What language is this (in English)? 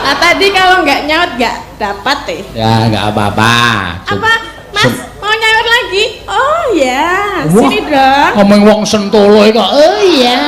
Javanese